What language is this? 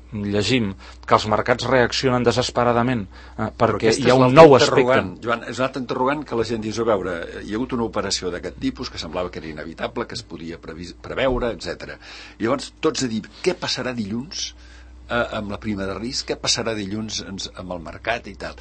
Catalan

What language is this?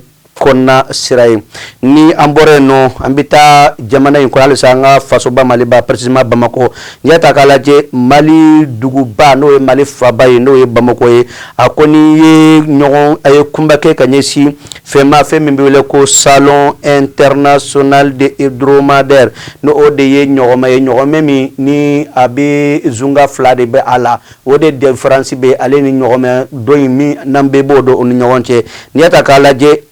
Bambara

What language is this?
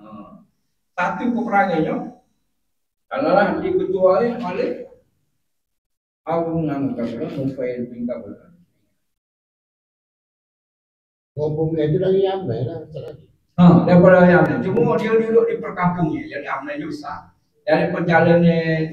Malay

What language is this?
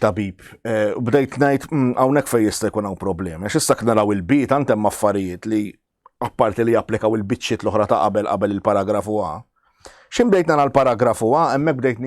Maltese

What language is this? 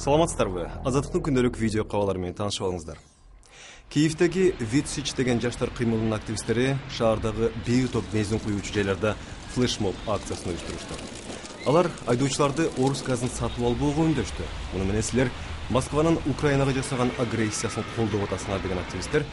Kyrgyz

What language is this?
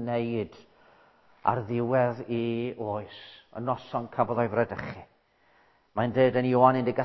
Welsh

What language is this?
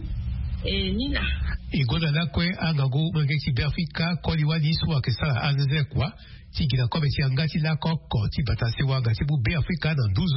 Sango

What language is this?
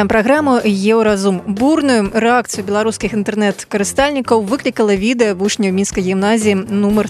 Belarusian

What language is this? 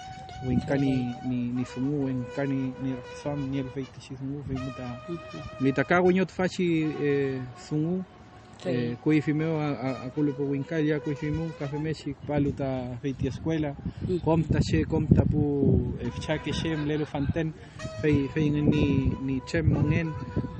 Mapuche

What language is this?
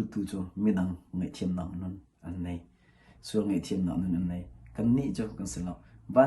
Hakha Chin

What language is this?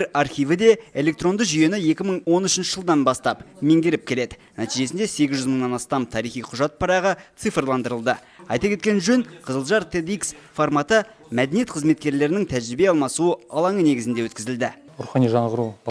Kazakh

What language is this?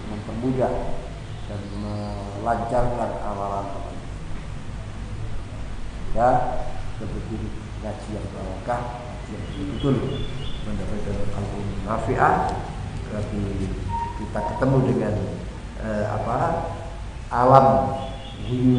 Indonesian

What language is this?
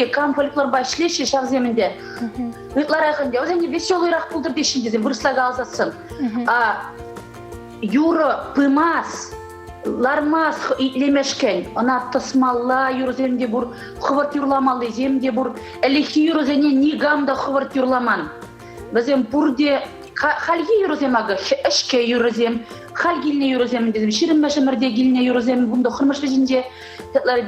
Chuvash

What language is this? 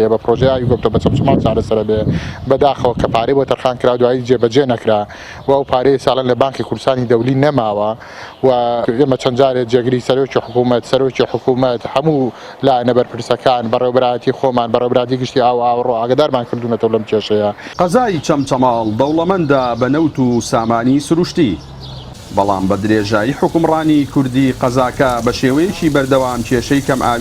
Central Kurdish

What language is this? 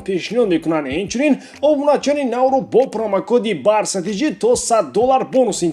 Tajik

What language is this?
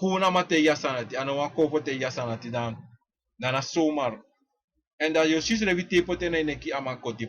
Sranan Tongo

